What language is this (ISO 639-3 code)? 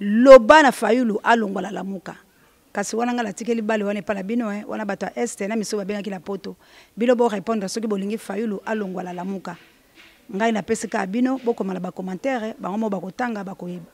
lin